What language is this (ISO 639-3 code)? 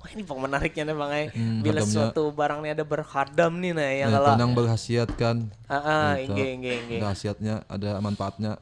bjn